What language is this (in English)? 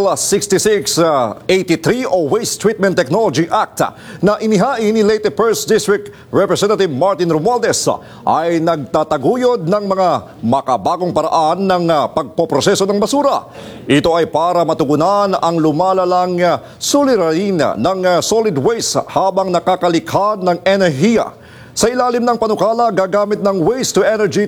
Filipino